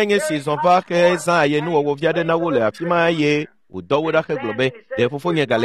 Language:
Ewe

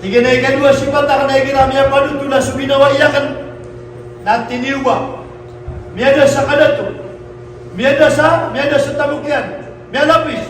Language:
Maranao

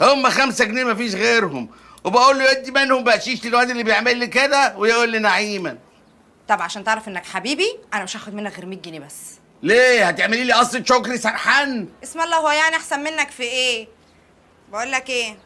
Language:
Egyptian Arabic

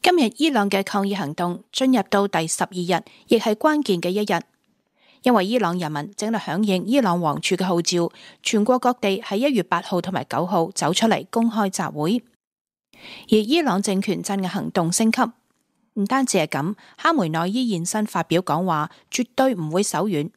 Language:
Cantonese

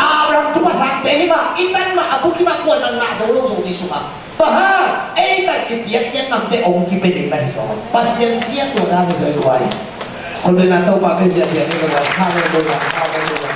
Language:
Tedim Chin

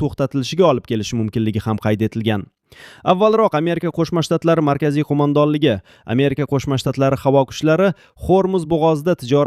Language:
Uzbek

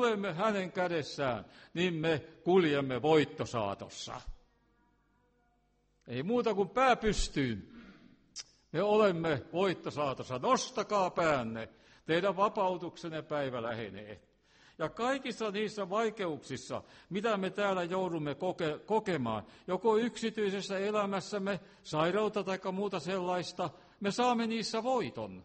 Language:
Finnish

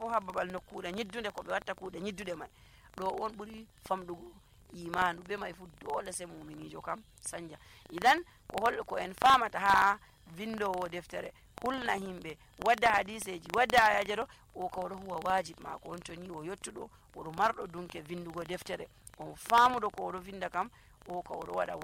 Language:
Nigerian Fulfulde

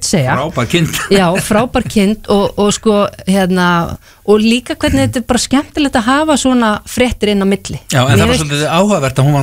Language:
Icelandic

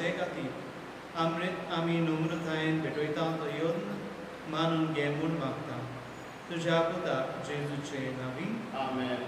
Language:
Konkani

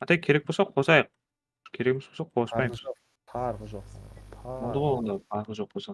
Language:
Kara-Kalpak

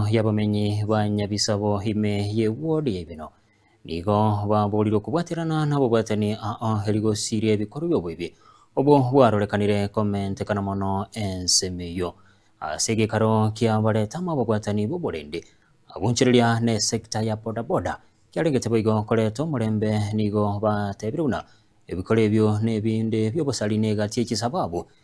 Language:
Gusii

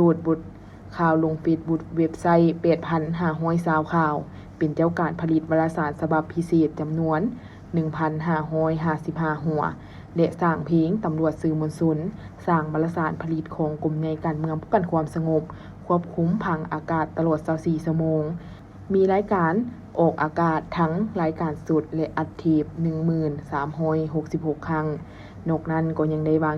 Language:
Lao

